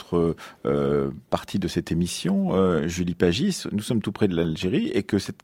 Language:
French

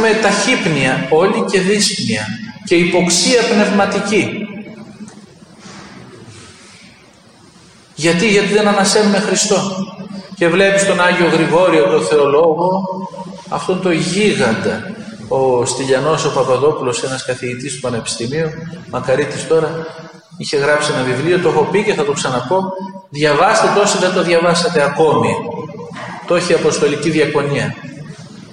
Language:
Greek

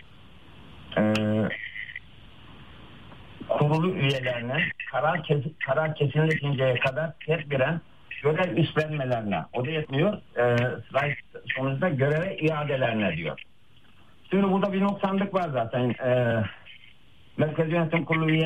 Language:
Turkish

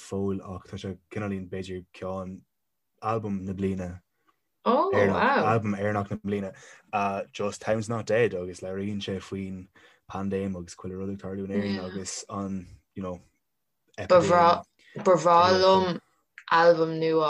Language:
Irish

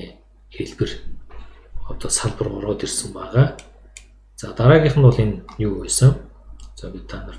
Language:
Mongolian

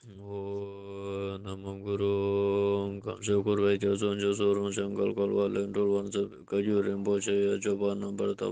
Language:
Ladakhi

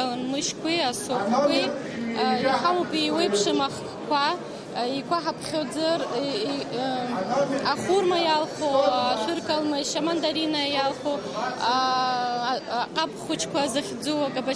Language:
Abkhazian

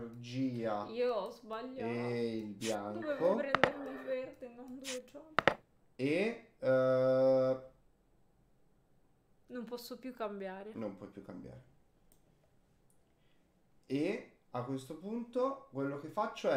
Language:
Italian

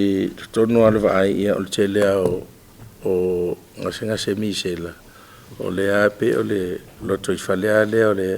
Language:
Samoan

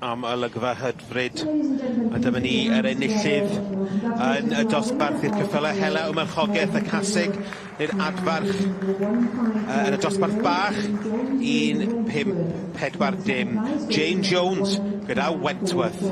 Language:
Welsh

